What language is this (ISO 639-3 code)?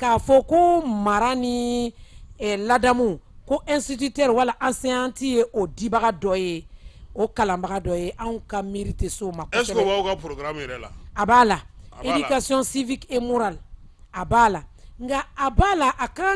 bam